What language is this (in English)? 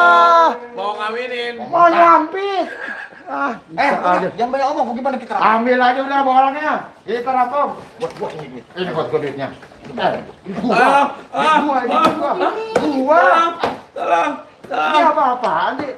Betawi